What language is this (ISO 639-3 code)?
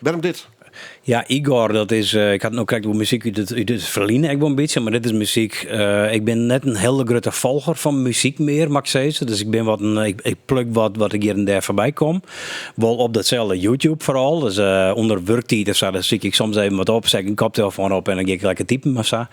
fry